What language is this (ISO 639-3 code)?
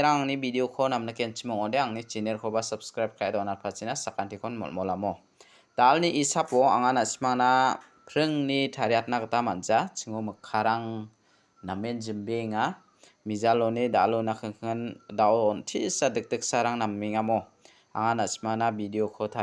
grt